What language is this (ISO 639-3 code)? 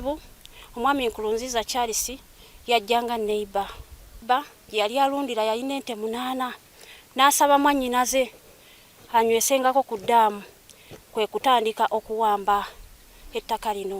lug